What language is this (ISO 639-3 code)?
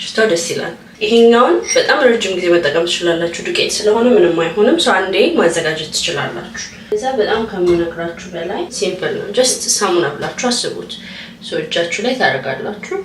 amh